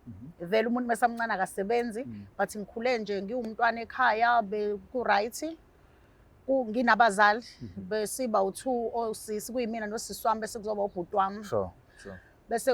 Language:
Zulu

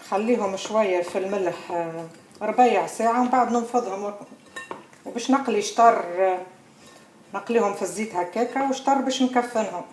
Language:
Tunisian Arabic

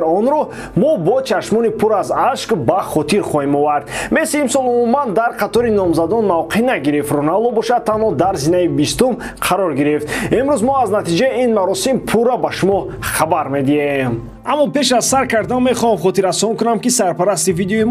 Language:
Tajik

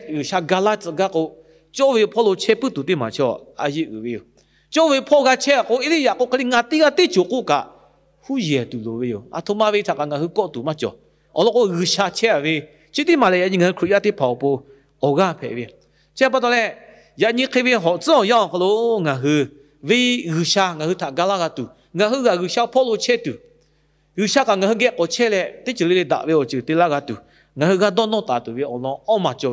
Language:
Lahu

